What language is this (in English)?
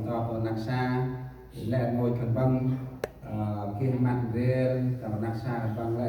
Central Mnong